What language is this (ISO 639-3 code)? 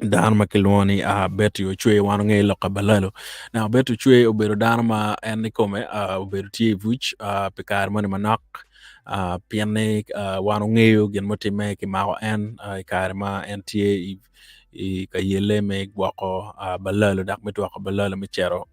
ach